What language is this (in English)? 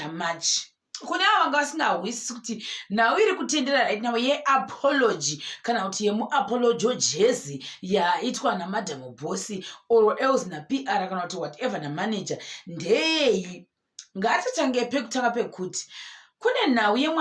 Shona